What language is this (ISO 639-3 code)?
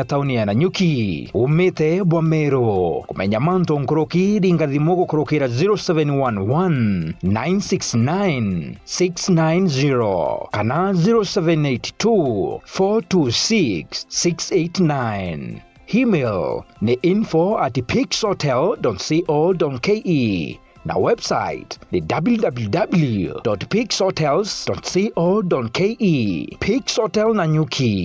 mer